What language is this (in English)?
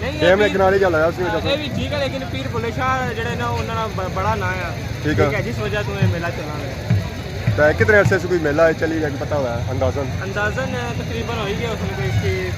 Pahari-Potwari